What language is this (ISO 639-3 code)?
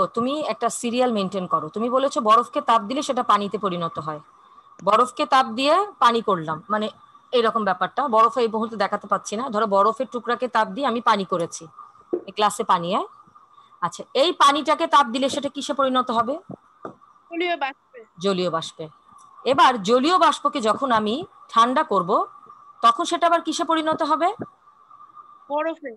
ben